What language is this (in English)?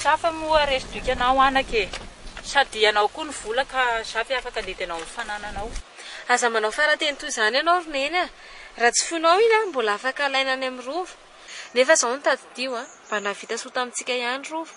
Malagasy